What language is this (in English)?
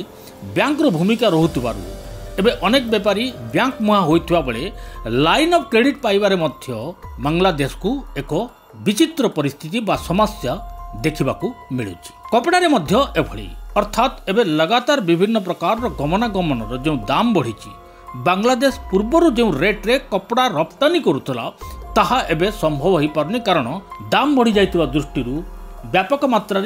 Odia